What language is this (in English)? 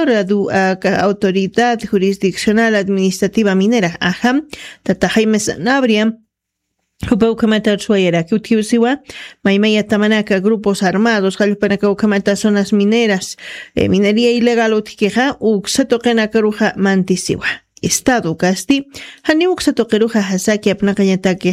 Aymara